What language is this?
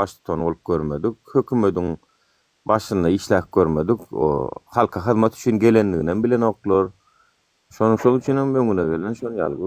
Turkmen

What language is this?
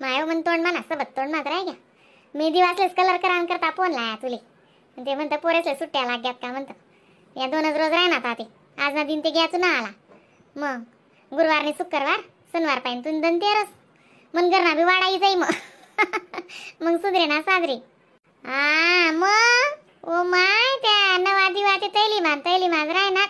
Khandesi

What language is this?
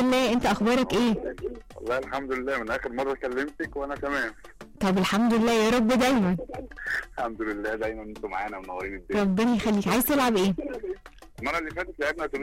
Egyptian Arabic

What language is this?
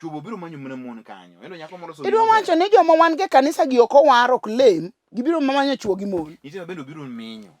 Luo (Kenya and Tanzania)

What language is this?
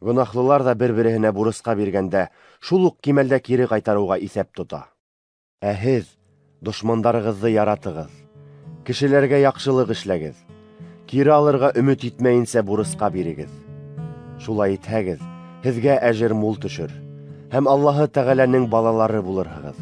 Bashkir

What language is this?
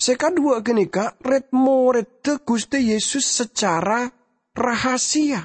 Madurese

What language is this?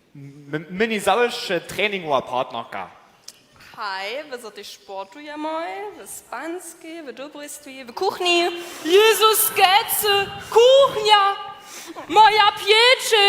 Upper Sorbian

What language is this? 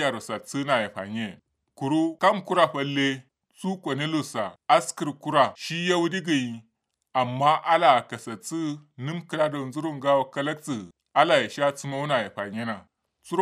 Kanuri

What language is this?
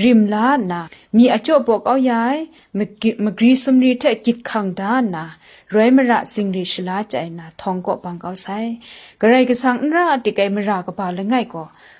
Kachin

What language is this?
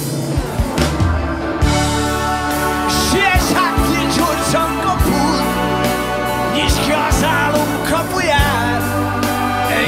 Hungarian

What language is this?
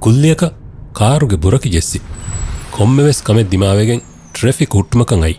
Divehi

